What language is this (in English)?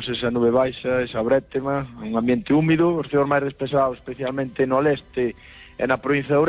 Galician